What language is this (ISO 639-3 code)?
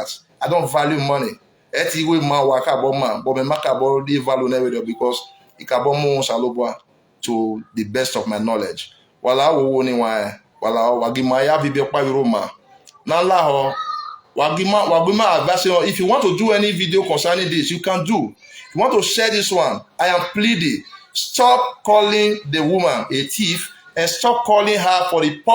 pcm